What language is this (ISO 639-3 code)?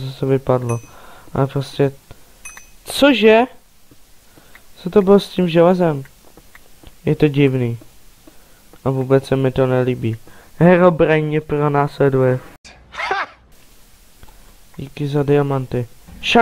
ces